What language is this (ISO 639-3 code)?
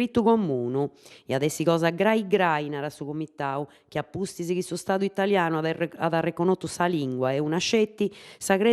srd